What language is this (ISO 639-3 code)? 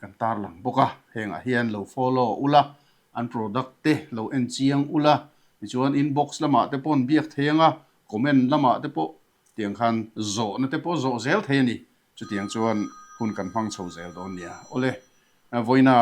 lus